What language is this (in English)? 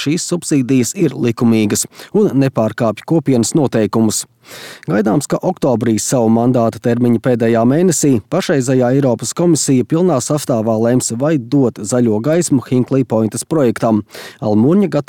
Latvian